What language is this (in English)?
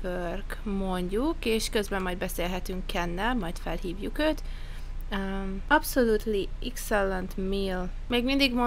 Hungarian